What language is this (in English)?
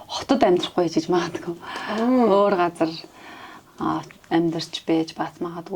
Mongolian